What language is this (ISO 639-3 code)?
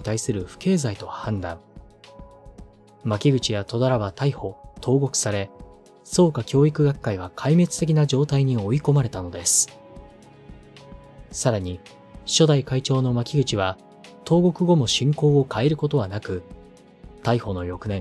jpn